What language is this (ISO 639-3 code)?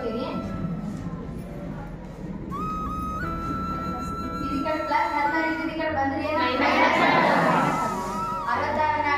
kan